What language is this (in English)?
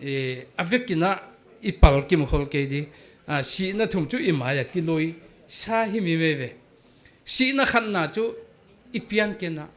Paite Chin